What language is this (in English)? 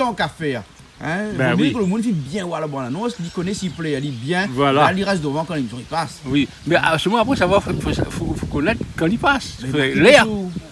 Réunion Creole French